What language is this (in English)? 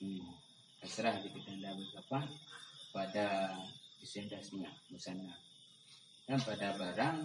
Achinese